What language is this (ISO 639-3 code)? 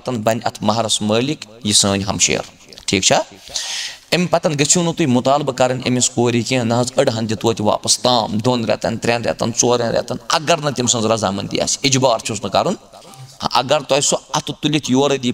kas